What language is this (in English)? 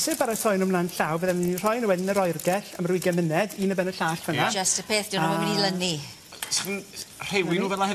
Welsh